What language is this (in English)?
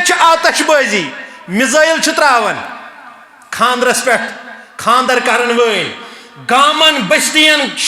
Kashmiri